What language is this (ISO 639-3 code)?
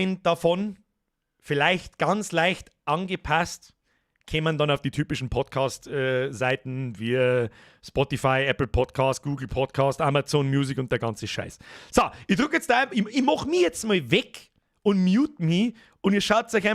bar